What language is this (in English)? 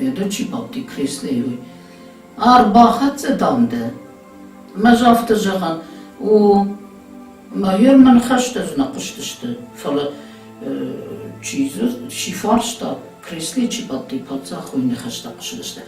Ossetic